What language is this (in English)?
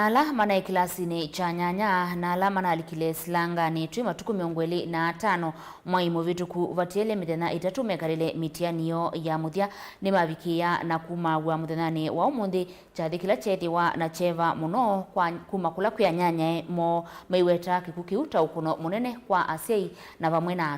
Kamba